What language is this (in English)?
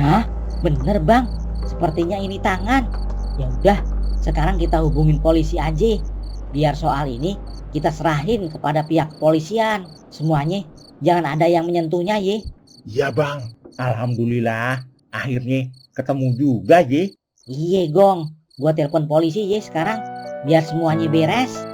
Betawi